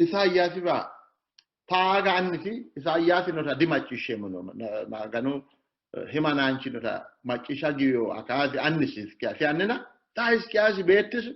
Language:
Sidamo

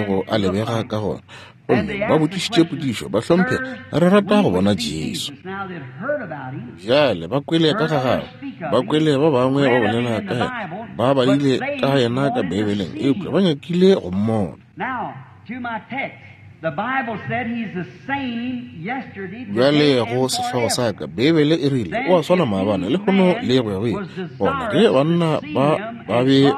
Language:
Northern Sotho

